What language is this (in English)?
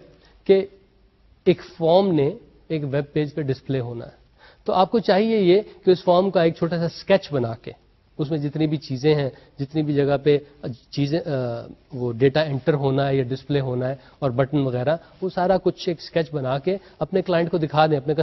Urdu